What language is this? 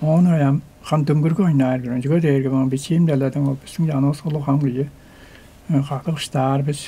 Tuvinian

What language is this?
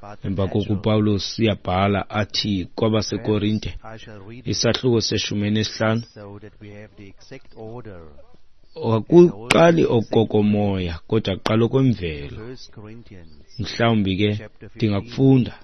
Xhosa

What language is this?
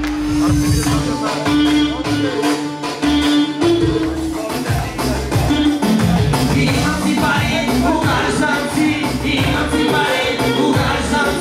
Bulgarian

